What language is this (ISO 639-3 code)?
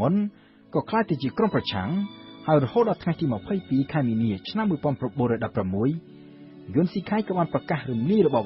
khm